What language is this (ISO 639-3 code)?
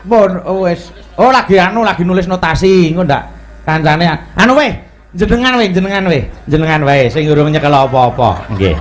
jav